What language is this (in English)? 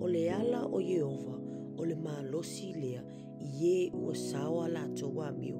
Samoan